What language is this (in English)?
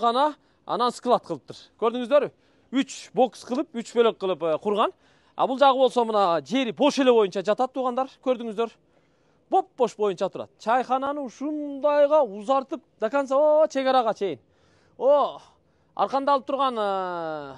Kyrgyz